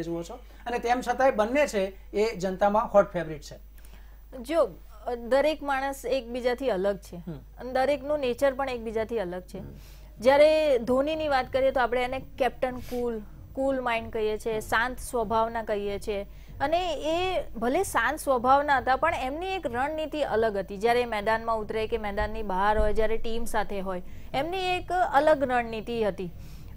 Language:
Gujarati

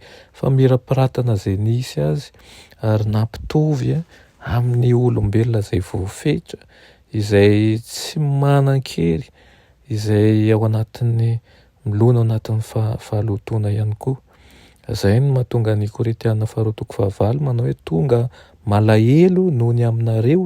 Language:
Malagasy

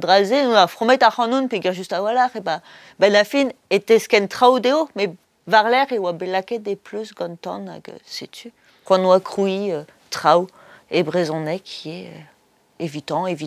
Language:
Breton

